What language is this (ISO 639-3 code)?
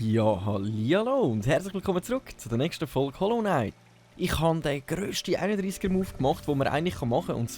gsw